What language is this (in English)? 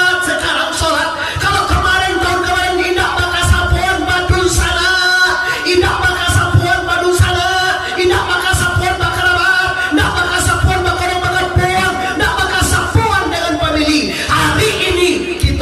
Minangkabau